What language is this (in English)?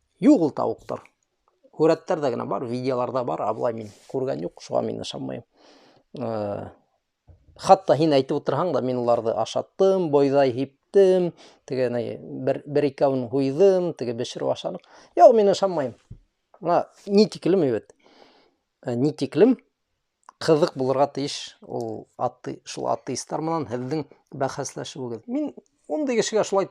Bashkir